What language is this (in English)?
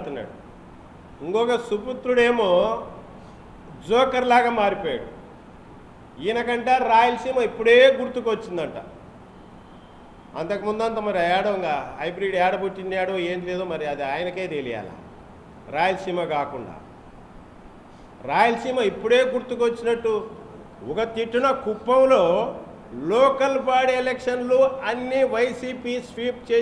Telugu